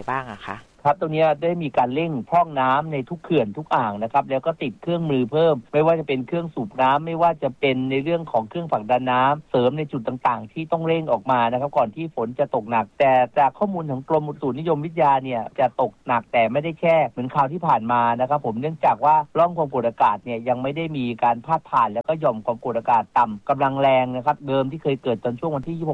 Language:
Thai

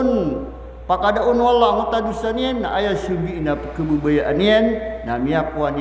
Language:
Maranao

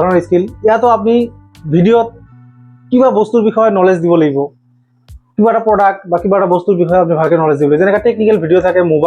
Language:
Assamese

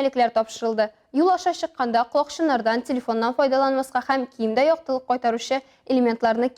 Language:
Tatar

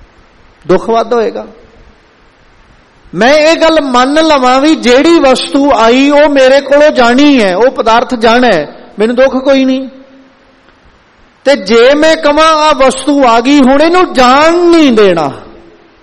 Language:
Punjabi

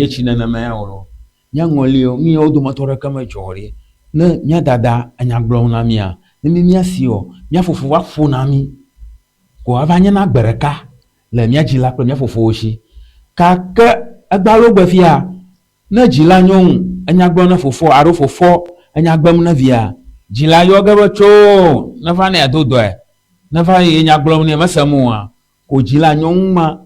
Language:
Ewe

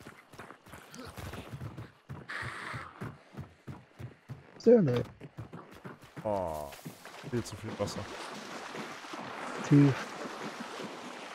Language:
German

